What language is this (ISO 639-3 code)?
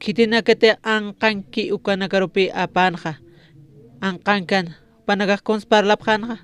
aym